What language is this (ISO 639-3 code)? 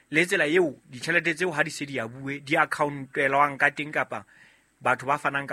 sot